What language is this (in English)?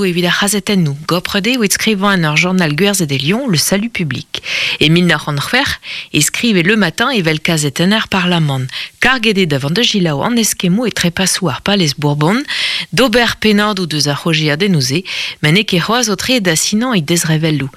Breton